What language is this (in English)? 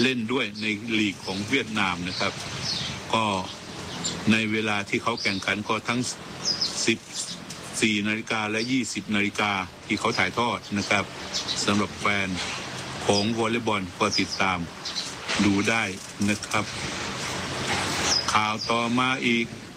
Thai